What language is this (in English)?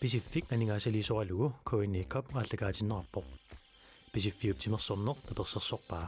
Kalaallisut